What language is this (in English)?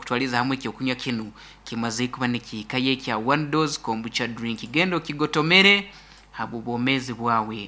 Nyankole